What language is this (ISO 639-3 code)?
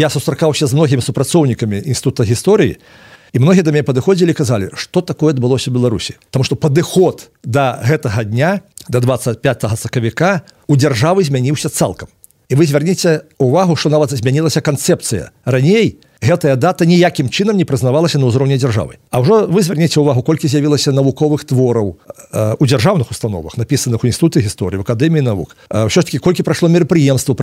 bel